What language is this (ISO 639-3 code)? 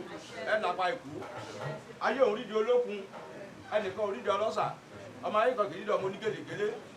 yor